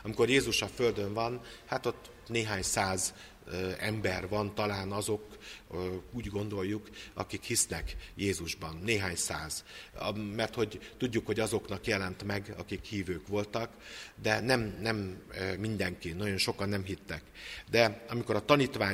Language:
Hungarian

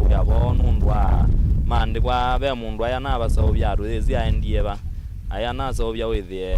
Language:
Kamba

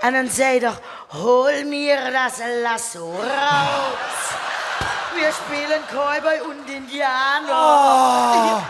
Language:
Limburgish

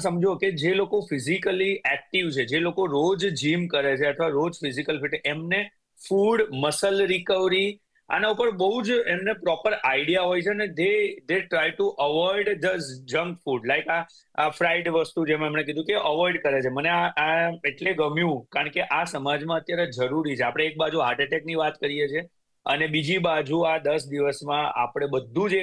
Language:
Gujarati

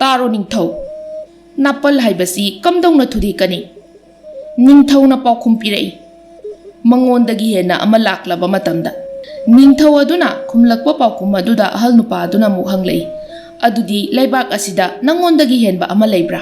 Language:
Manipuri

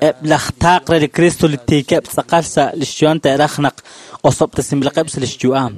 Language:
Kekchí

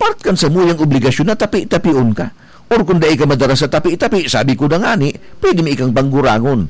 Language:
Bikol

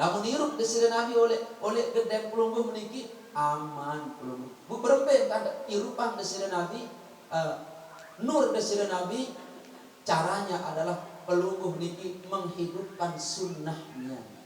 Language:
Sasak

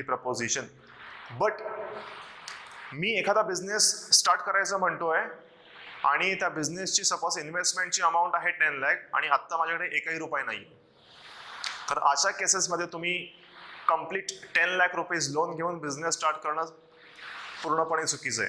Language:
Marathi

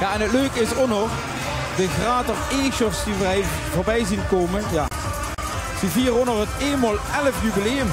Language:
Limburgish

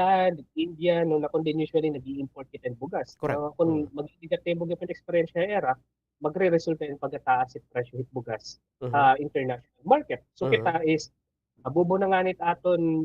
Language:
Waray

